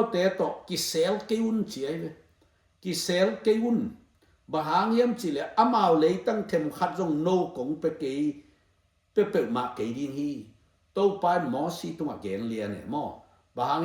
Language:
Tedim Chin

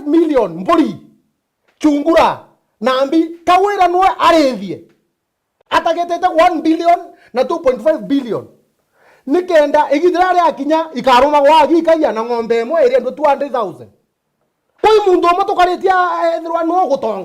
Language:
Meru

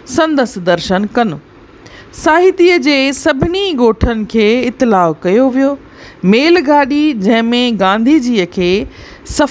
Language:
Sindhi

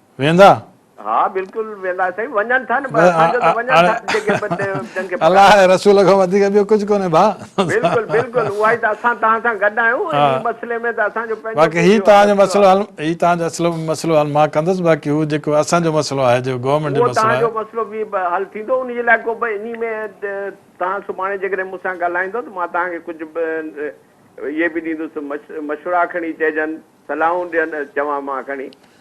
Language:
Sindhi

